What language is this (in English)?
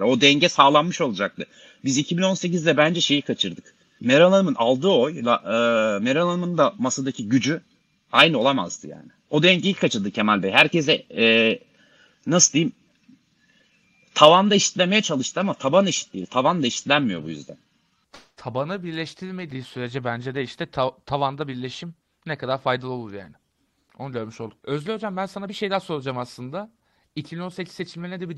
Turkish